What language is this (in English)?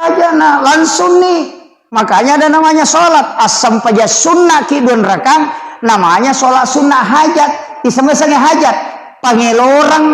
Buginese